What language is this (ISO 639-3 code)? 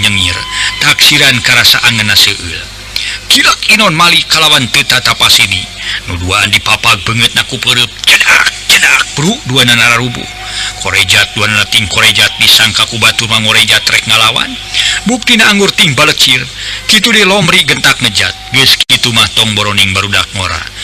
sun